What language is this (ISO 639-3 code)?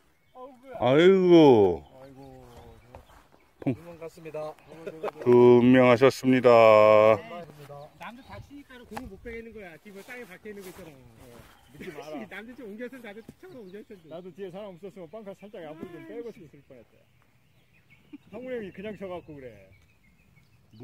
kor